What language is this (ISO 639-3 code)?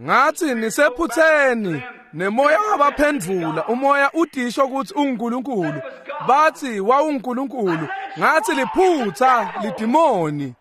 ssw